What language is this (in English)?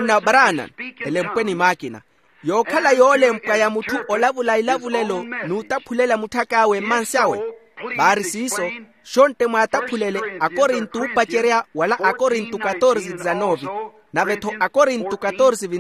Makhuwa